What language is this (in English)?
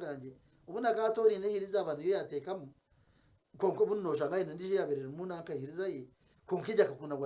Nyankole